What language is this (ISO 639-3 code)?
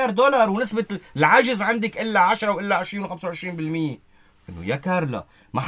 apc